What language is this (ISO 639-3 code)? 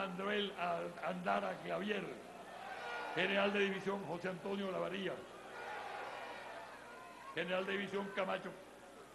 spa